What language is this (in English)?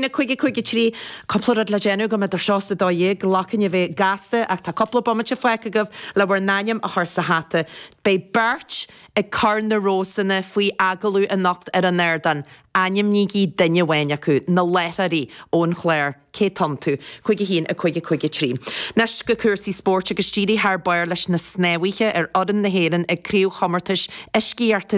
Irish